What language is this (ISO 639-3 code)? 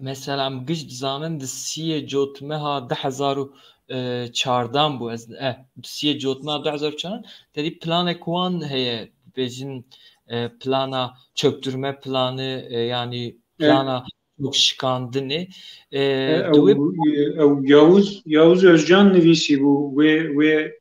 kur